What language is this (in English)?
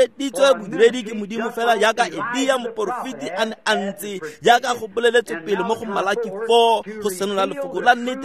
Tswana